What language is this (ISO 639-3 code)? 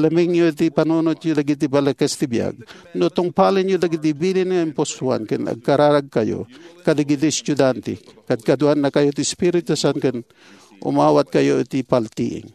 ilo